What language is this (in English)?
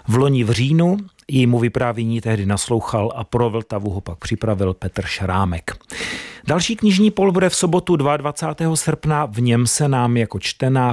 Czech